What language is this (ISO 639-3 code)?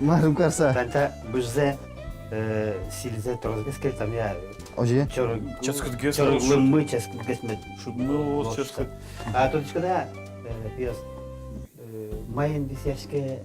udm